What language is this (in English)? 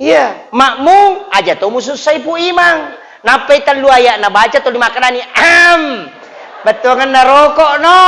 Buginese